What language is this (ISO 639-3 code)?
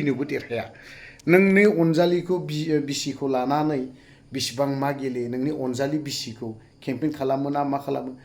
brx